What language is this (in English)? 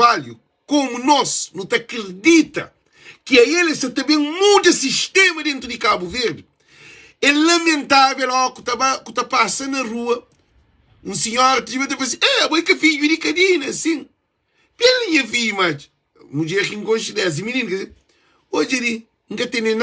Kabuverdianu